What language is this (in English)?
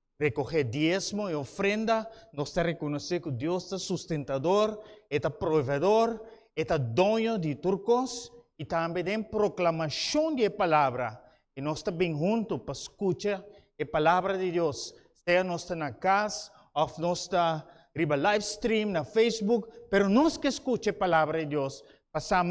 Papiamento